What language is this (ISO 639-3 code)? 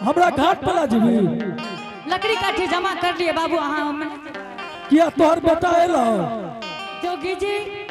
anp